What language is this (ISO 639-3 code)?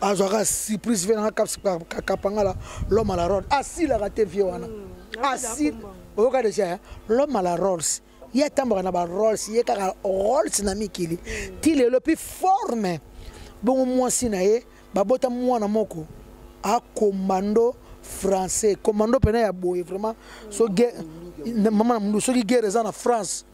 lin